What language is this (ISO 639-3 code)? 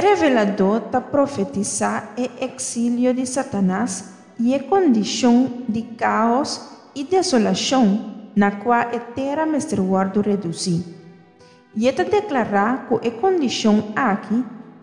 pap